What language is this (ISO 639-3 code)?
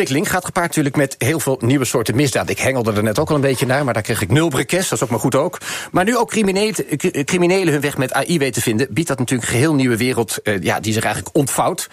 nld